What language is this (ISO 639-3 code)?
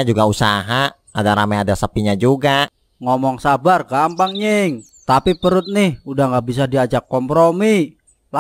bew